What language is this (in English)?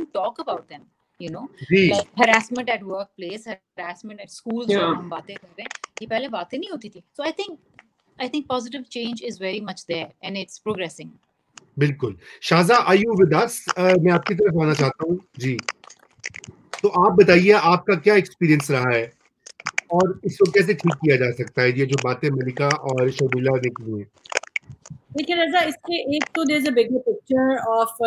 Urdu